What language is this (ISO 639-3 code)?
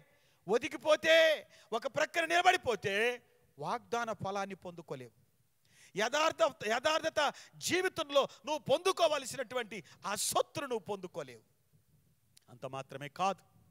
tel